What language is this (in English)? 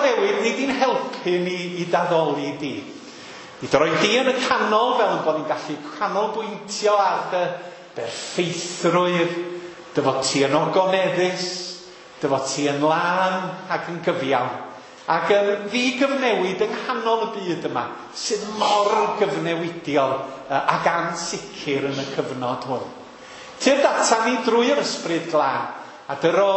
Welsh